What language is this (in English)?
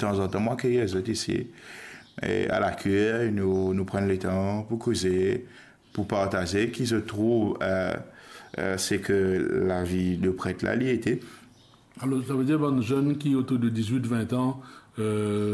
Morisyen